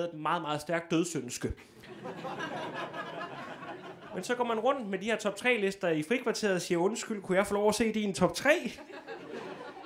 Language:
Danish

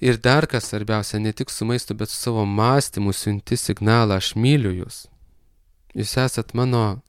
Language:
Lithuanian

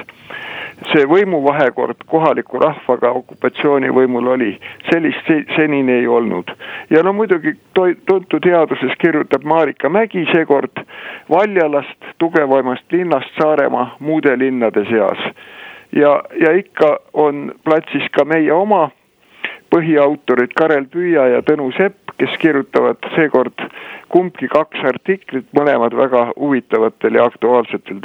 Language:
Estonian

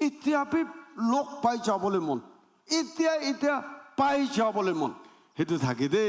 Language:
Naga Pidgin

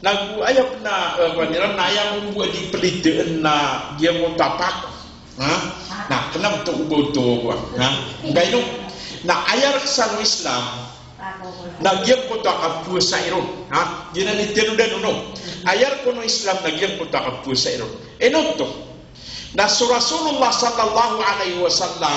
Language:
Maranao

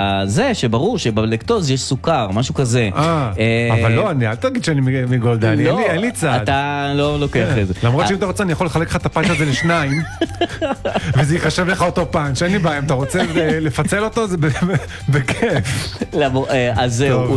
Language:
Hebrew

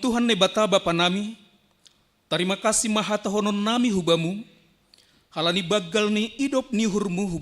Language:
Batak Simalungun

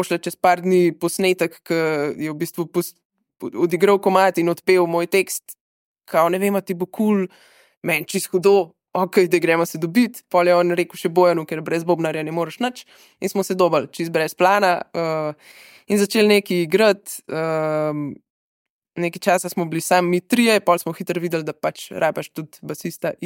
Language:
Slovenian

